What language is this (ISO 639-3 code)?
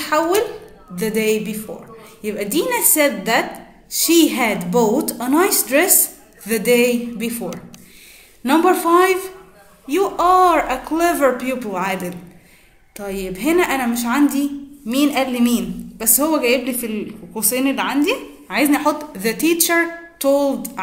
arz